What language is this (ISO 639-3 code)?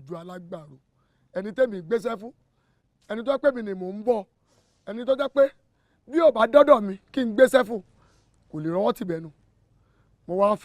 yor